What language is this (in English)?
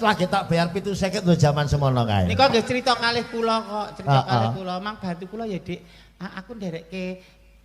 Javanese